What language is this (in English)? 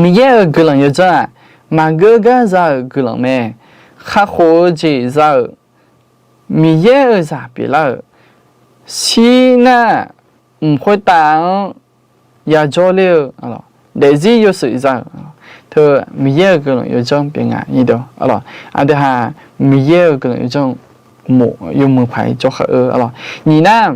Akha